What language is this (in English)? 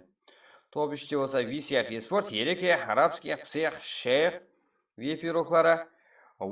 Kara-Kalpak